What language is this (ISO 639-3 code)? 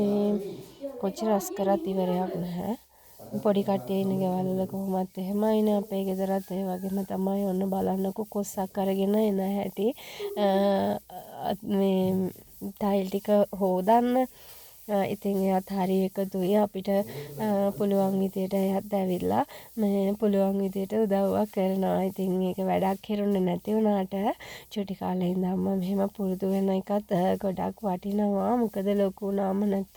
sin